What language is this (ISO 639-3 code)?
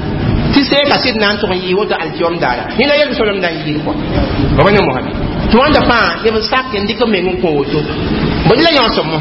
mos